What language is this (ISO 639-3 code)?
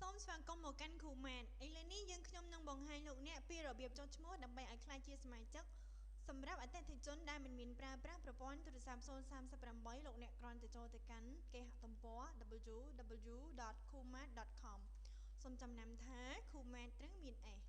khm